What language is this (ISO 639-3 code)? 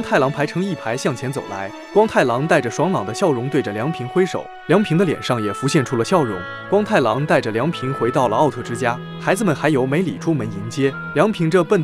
zho